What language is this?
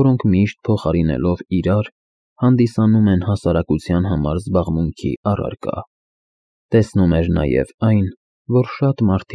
Armenian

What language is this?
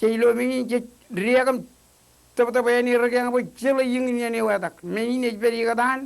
Marshallese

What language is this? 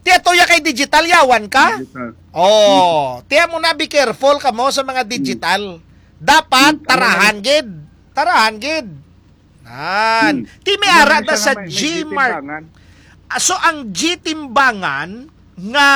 Hiligaynon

